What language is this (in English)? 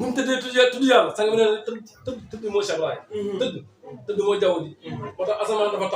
Wolof